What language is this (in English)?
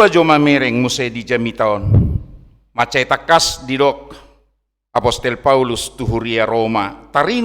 Batak Toba